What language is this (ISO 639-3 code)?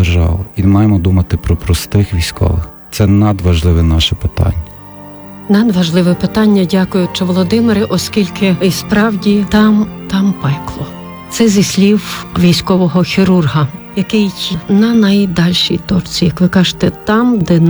ukr